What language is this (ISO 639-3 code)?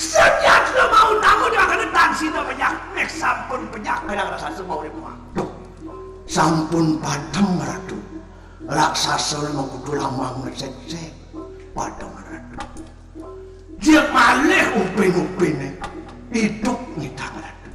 ban